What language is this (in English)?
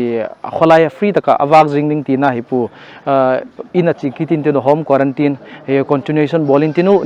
Paite Chin